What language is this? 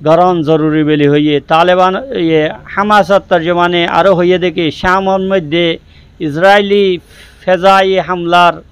Rohingya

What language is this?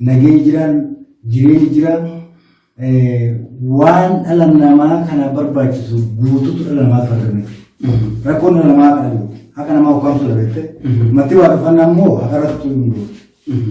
Oromo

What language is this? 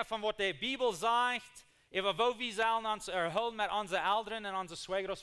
Plautdietsch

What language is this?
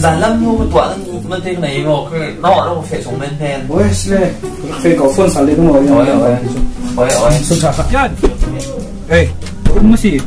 Falam Chin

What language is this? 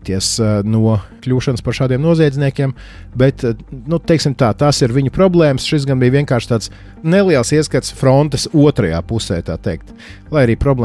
Latvian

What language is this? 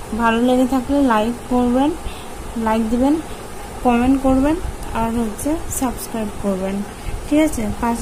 Bangla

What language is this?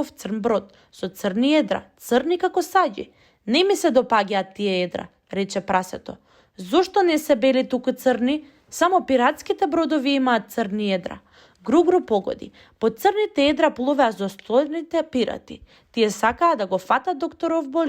Macedonian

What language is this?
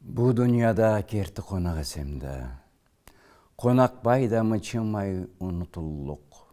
Karachay-Balkar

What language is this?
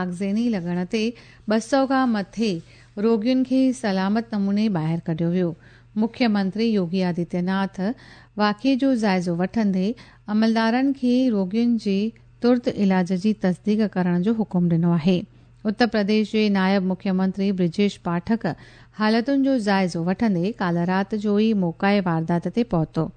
Sindhi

